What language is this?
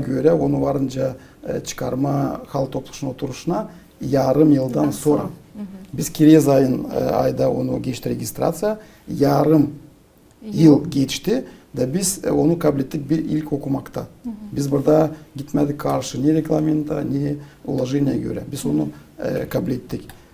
Gagauz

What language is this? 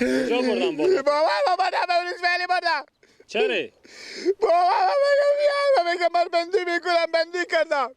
Persian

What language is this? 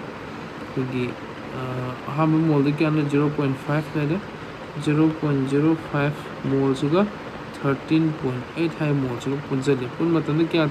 Manipuri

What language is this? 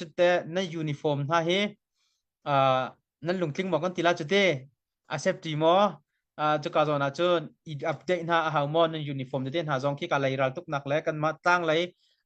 Hakha Chin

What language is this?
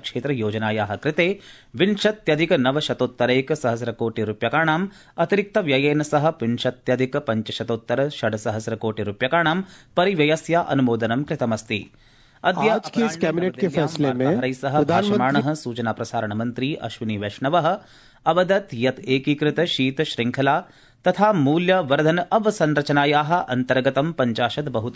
Sanskrit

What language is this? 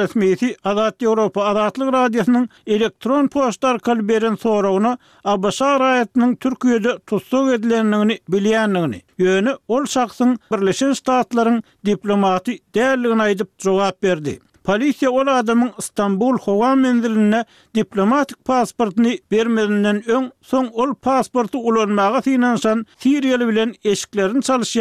Turkmen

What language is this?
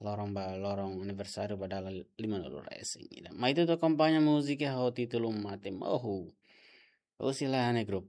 Tetum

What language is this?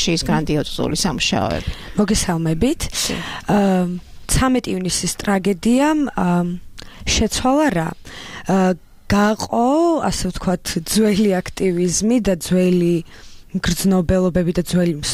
Georgian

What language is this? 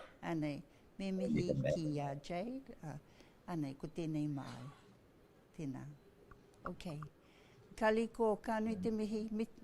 Māori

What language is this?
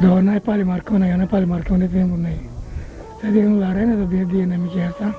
Papiamento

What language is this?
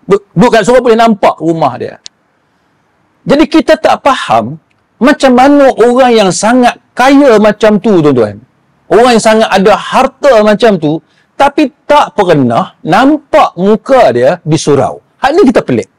Malay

